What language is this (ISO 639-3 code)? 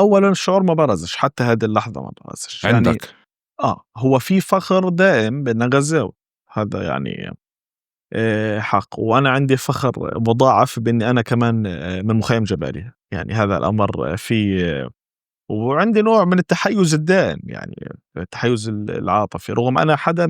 apc